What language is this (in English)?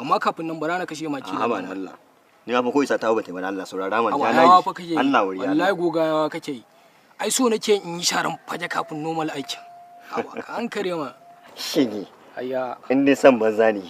Hausa